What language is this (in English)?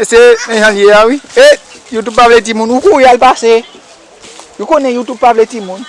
Haitian Creole